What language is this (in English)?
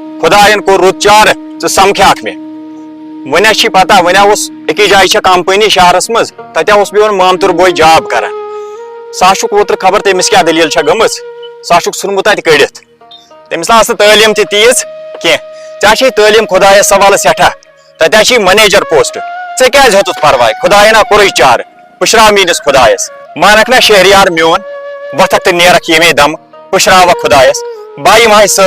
Kashmiri